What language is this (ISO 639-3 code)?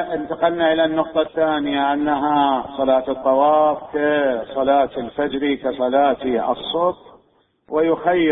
acm